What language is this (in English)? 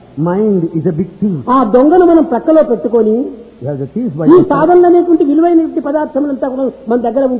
Telugu